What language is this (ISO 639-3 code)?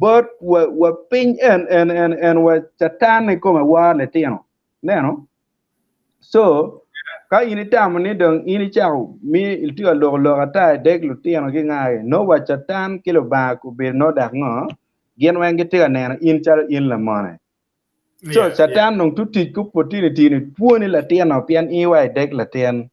ach